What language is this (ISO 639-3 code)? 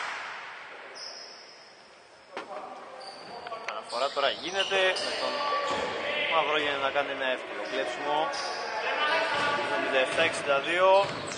ell